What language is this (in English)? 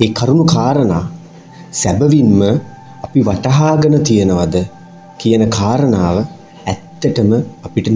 Sinhala